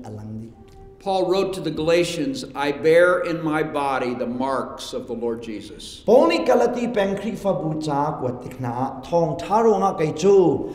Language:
Hakha Chin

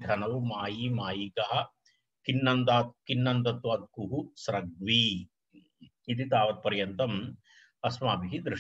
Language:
Sanskrit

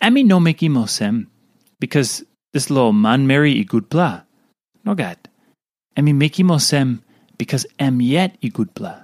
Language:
Tok Pisin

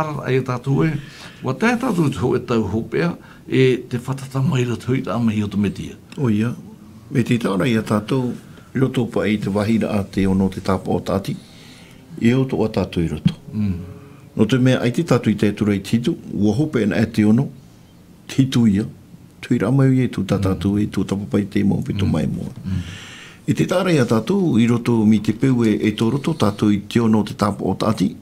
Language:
Tahitian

